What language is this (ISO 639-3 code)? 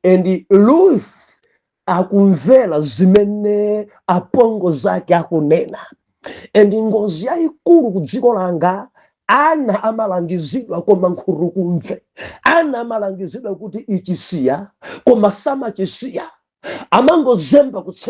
nya